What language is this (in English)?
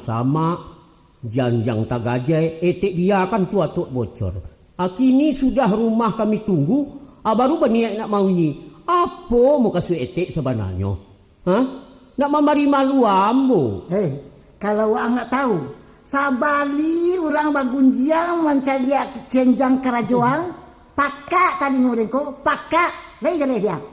Minangkabau